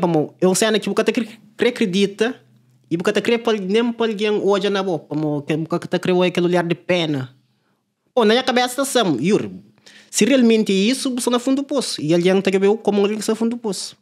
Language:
Kabuverdianu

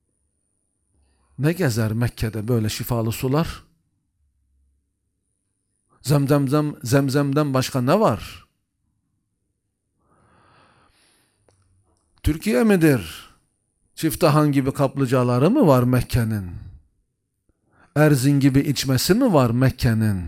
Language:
Turkish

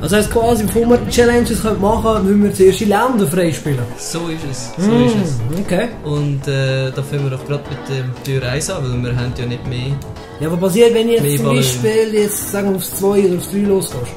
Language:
Swiss German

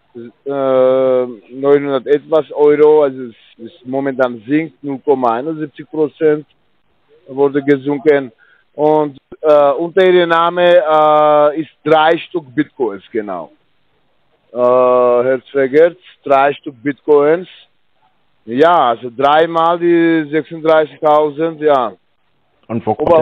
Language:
German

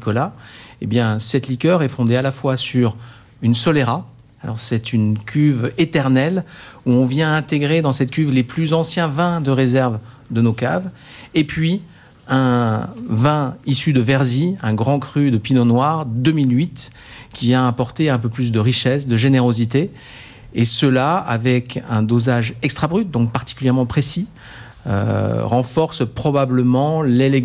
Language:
French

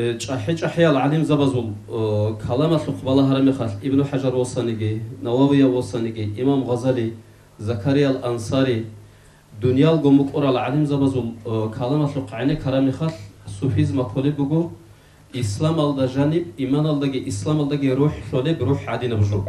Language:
Avaric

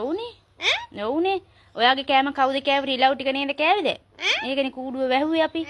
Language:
Sinhala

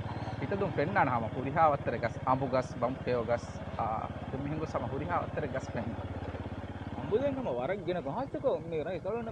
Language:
Divehi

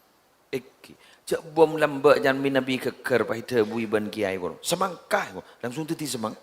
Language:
Madurese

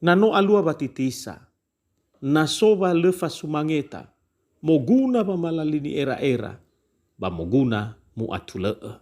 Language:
Nias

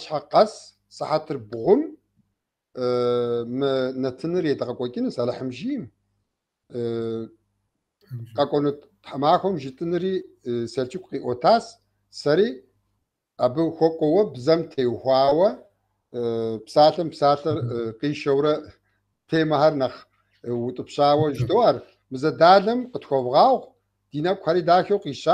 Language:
Kabardian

